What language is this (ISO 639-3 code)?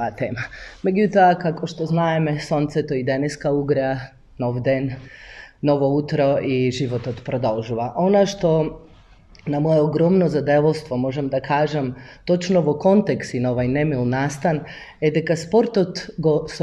mkd